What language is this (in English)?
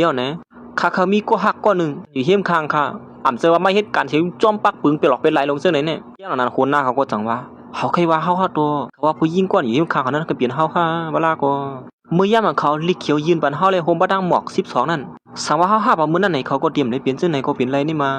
Shan